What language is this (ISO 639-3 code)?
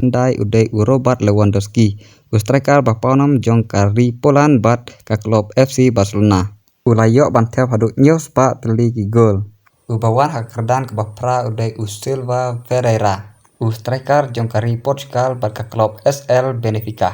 kha